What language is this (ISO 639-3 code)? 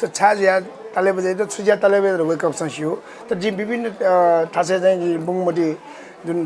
new